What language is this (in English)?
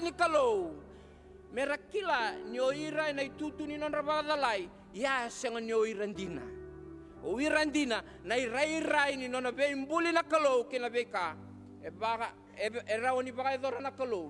Fijian